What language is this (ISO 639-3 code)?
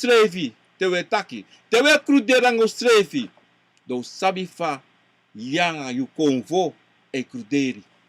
srn